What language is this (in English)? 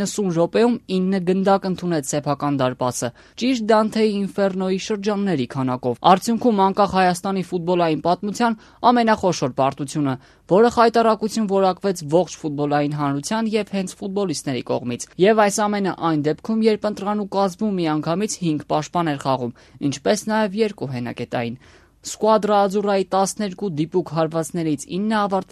Armenian